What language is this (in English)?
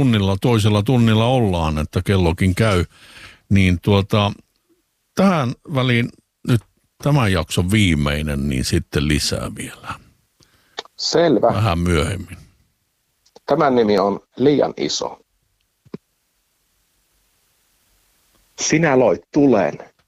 Finnish